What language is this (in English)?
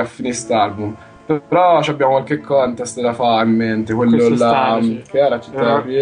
Italian